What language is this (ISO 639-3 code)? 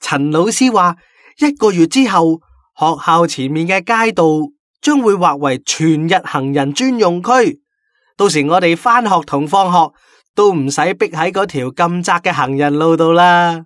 yue